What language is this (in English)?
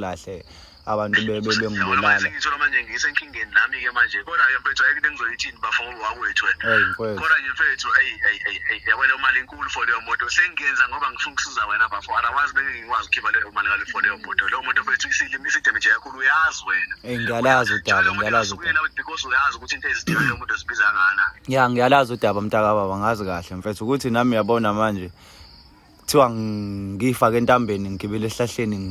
Zulu